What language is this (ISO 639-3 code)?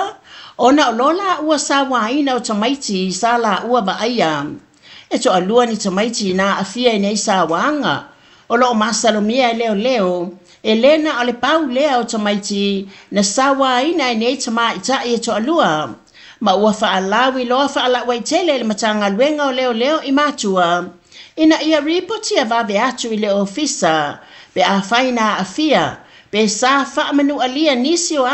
smo